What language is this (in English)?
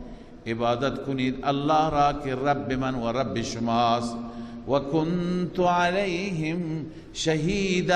Persian